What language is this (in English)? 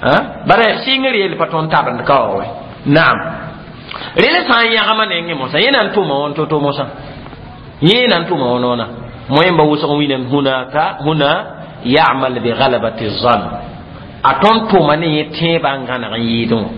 Mossi